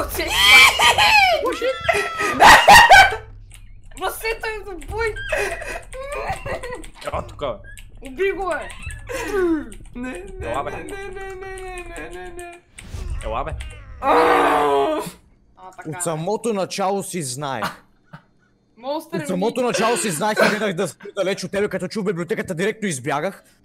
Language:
Bulgarian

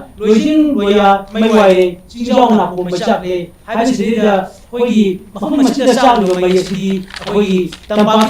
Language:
Manipuri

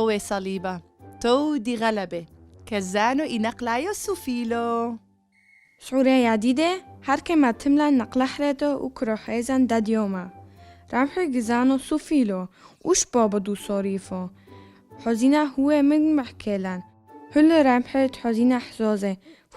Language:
Turoyo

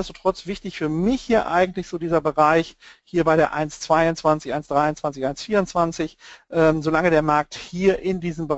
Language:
German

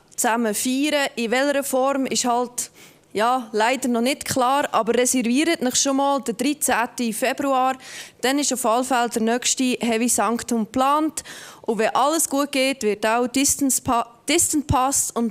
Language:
Swiss German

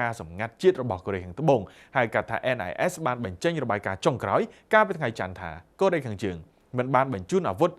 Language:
Khmer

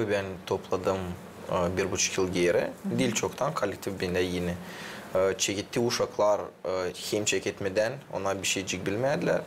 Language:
Gagauz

